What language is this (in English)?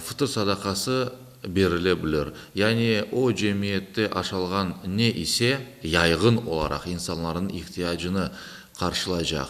Crimean Tatar